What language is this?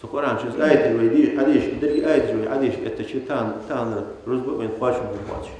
Ingush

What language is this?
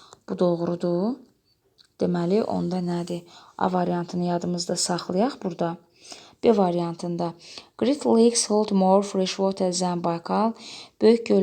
Azerbaijani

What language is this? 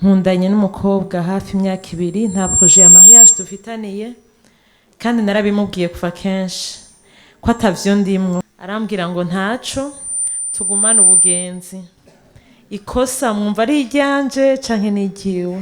Rundi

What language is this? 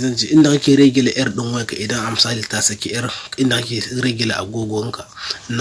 Hausa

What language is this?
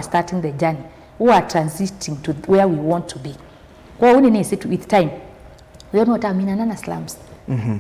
Kamba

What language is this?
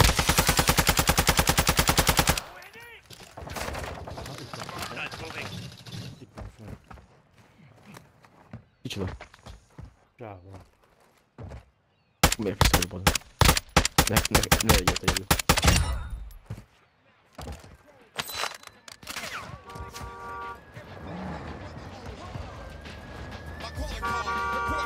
Hungarian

